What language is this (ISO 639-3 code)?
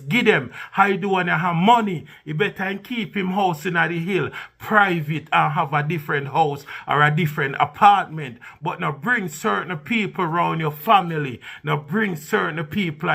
jam